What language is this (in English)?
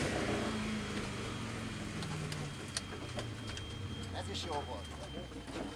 Hungarian